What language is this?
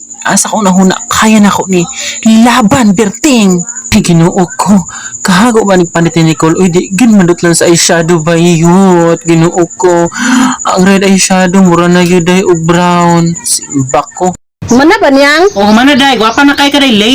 Cebuano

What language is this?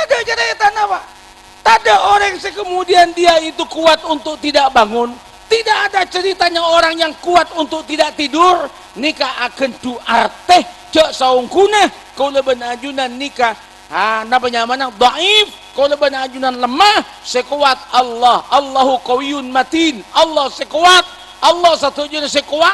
Madurese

